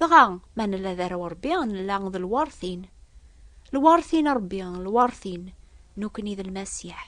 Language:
Kabyle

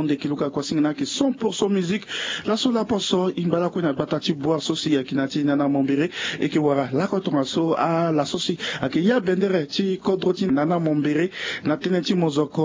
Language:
Sango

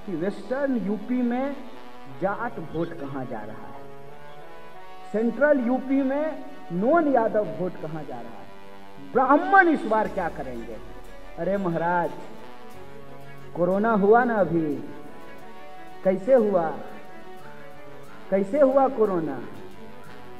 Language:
Hindi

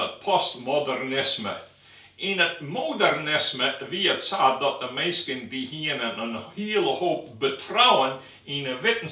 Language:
Western Frisian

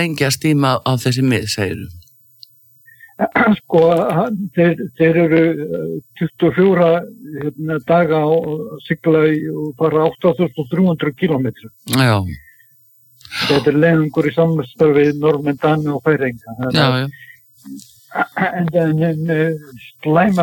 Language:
Icelandic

